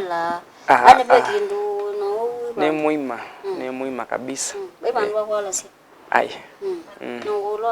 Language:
Kamba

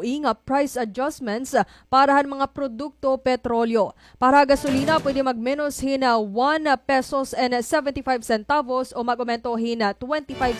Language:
Waray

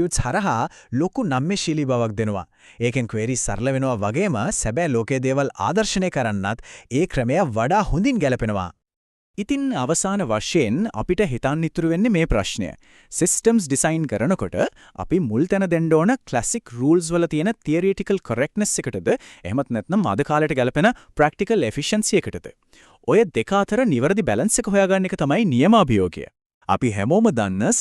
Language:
Sinhala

